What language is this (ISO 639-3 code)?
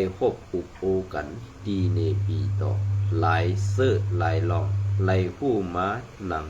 shn